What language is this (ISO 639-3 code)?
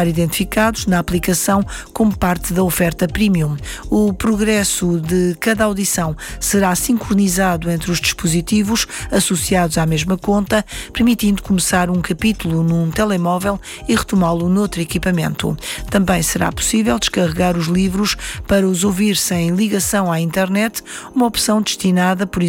por